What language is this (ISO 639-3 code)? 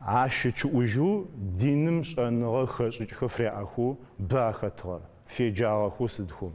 ady